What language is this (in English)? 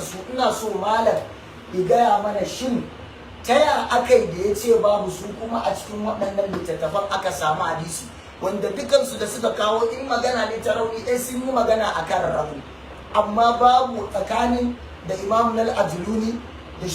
Hausa